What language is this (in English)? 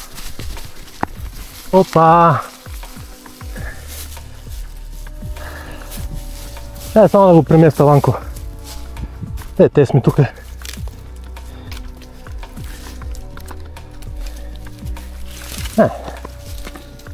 Bulgarian